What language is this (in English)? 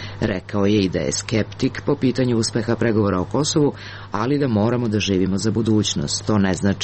Serbian